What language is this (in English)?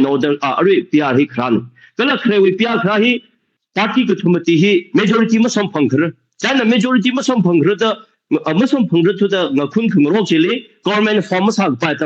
Tangkhul Naga (India)